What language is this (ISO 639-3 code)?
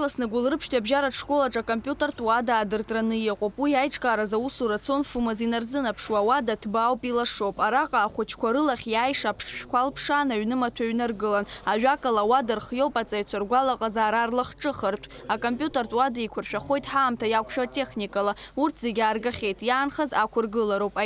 abk